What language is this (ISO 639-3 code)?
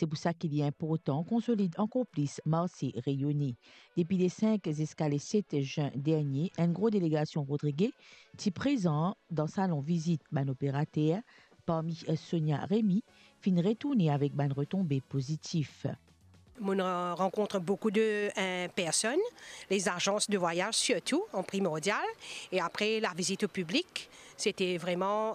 mfe